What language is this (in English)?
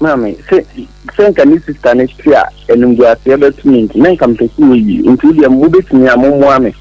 Akan